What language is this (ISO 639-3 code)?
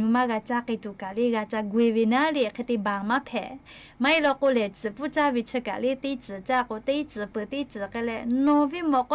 lhu